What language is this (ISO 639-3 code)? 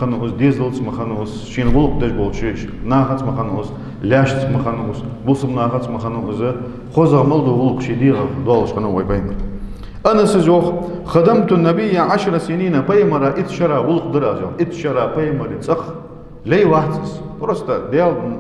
inh